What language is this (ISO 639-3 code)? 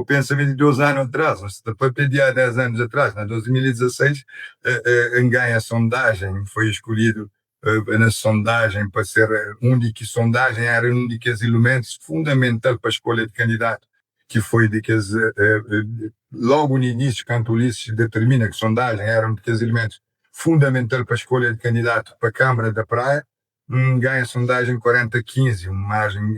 kea